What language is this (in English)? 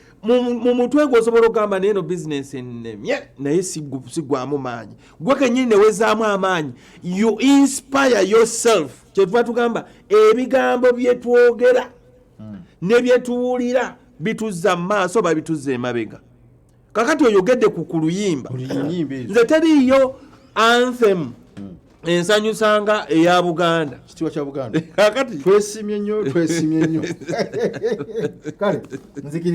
Ganda